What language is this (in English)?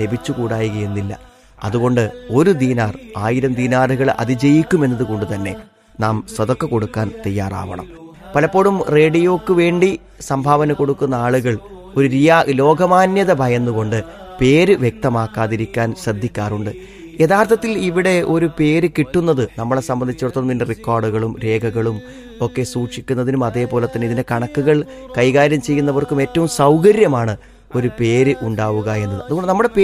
Malayalam